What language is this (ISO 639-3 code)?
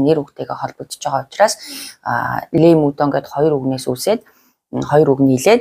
mon